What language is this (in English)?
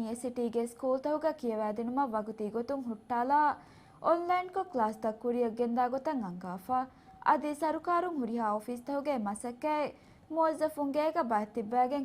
Divehi